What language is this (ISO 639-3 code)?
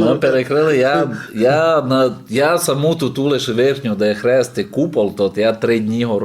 rue